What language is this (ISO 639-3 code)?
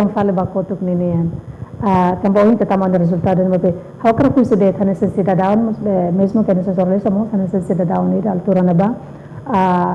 tet